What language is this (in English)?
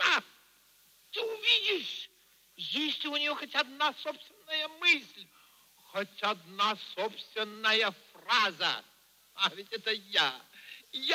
Russian